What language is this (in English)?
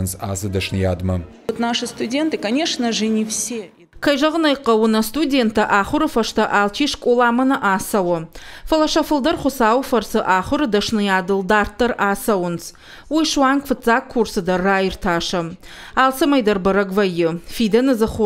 Ossetic